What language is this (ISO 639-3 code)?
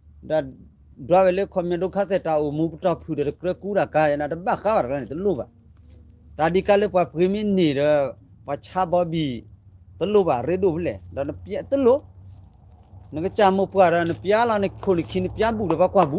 ksw